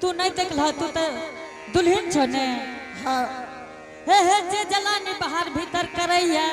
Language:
Angika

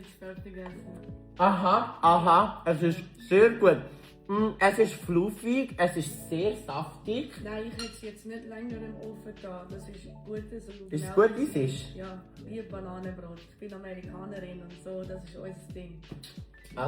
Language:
Swiss German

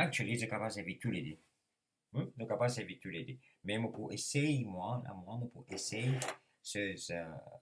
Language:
Morisyen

